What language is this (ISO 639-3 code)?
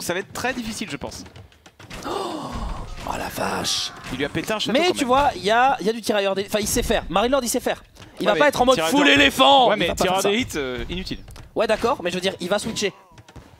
fra